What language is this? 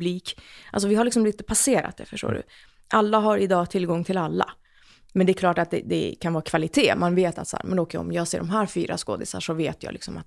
Swedish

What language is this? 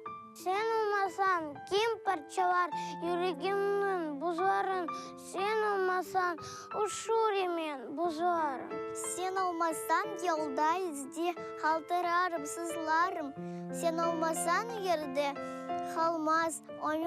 Crimean Tatar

